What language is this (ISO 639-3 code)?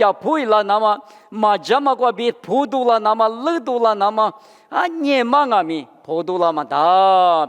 lis